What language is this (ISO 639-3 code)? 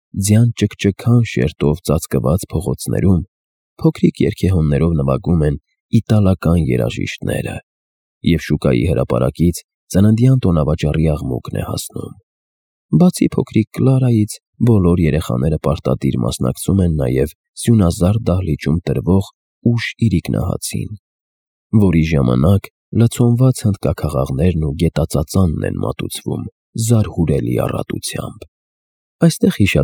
hye